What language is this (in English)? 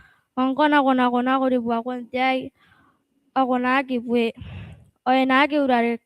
Gilbertese